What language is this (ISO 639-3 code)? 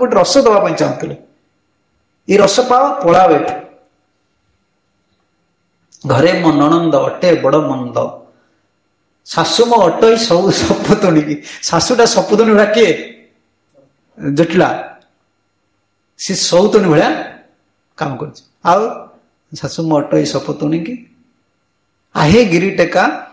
ori